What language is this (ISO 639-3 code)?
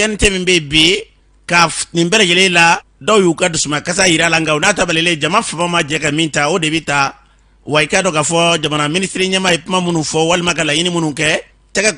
bam